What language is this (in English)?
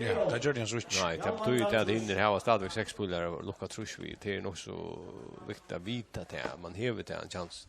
Faroese